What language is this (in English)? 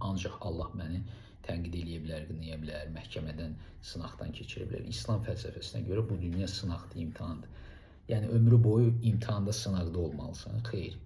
Azerbaijani